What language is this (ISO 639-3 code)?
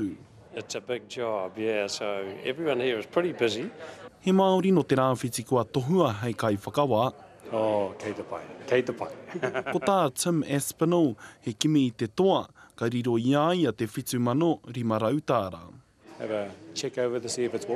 mri